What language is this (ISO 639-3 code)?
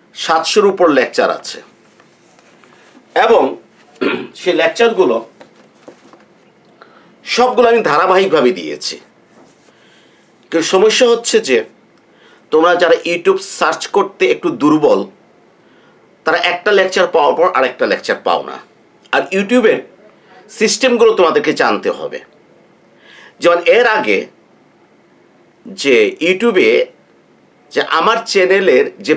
ben